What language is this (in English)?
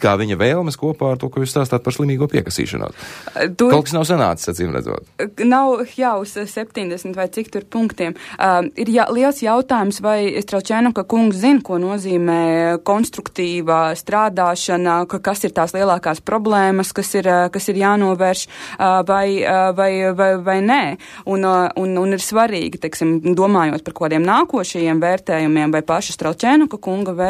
Latvian